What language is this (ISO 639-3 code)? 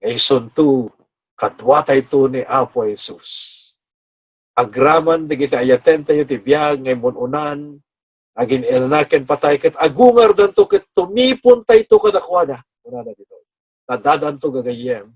ilo